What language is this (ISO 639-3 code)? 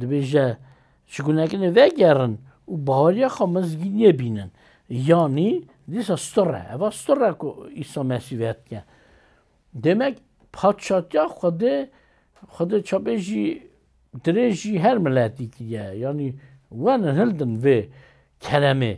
kur